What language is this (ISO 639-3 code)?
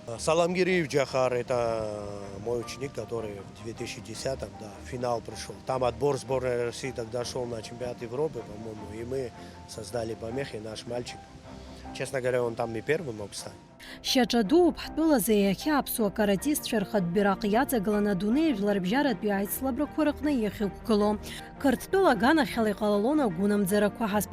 abk